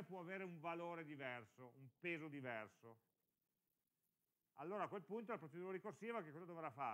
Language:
Italian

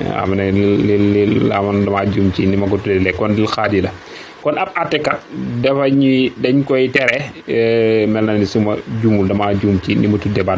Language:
Wolof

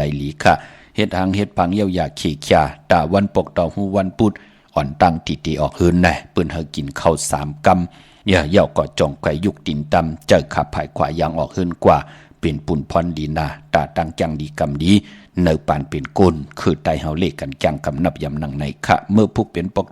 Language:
Shan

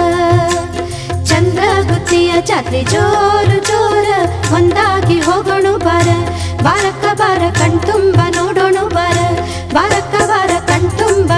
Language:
Kannada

